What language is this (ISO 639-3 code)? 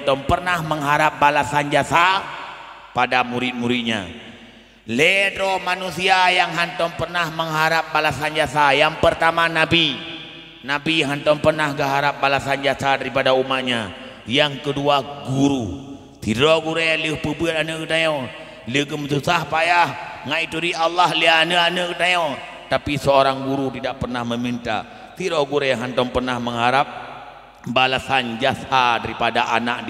ace